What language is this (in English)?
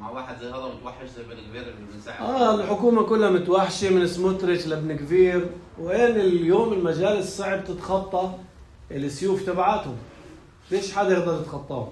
North Levantine Arabic